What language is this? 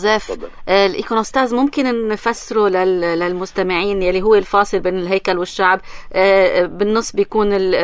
North Levantine Arabic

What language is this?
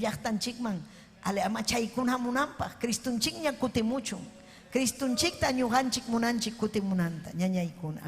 Ayacucho Quechua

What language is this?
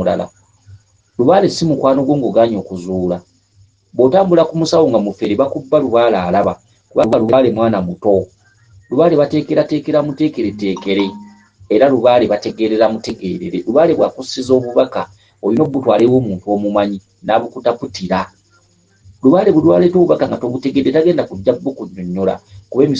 Ganda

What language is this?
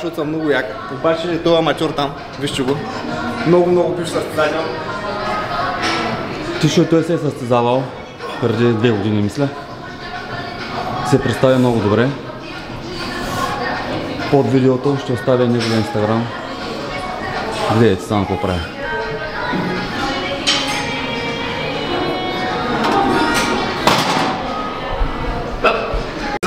Bulgarian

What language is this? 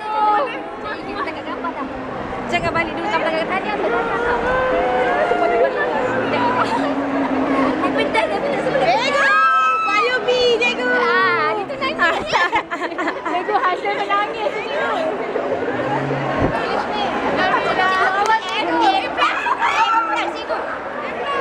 Malay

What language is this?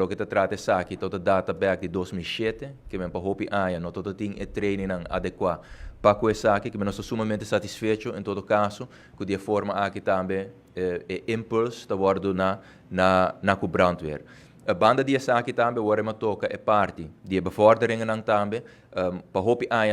Papiamento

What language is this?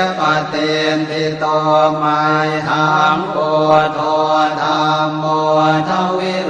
Pali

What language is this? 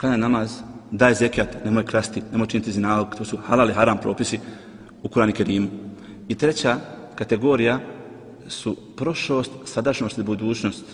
Bosnian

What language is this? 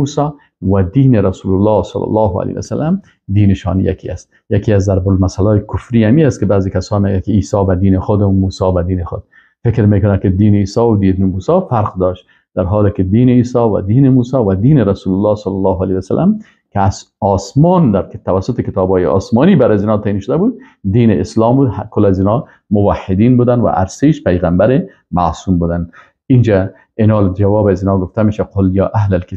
Persian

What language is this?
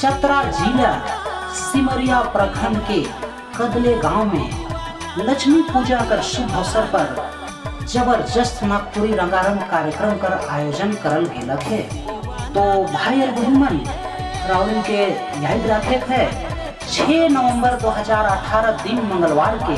Sadri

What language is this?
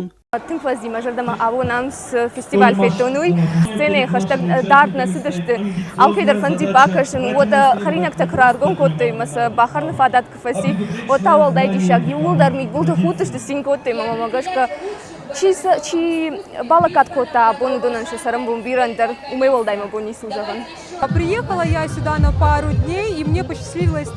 Ossetic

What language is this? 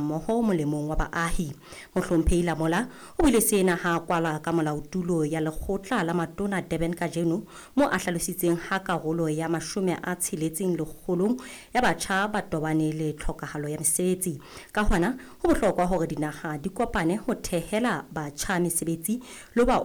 Southern Sotho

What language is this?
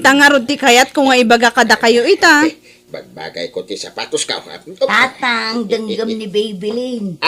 Iloko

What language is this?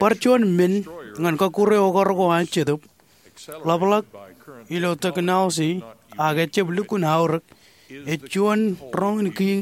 Marshallese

